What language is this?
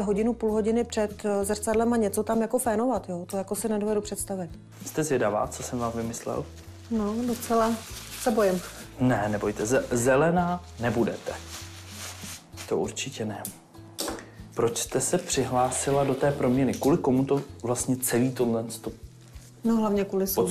Czech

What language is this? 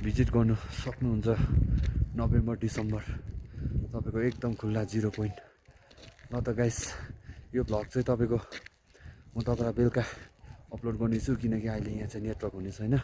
Nepali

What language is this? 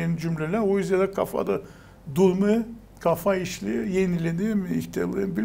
Gagauz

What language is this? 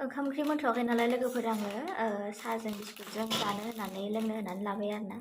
Bodo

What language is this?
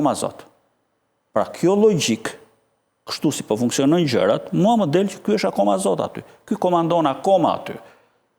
Albanian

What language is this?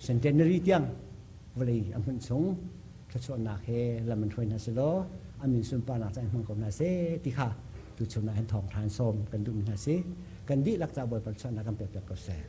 Hakha Chin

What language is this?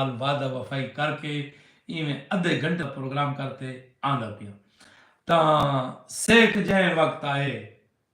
Saraiki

